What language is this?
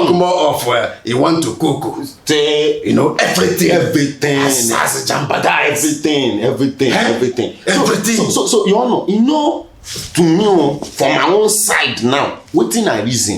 Nigerian Pidgin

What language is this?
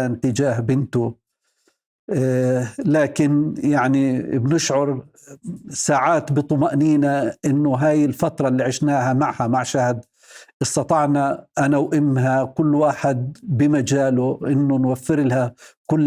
North Levantine Arabic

